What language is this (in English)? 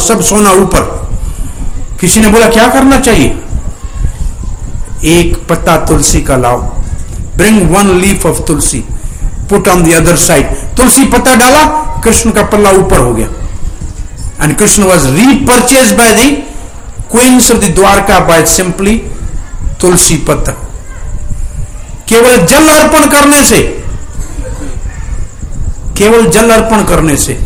Hindi